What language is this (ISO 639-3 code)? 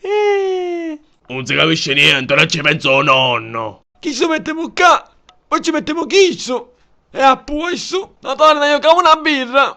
scn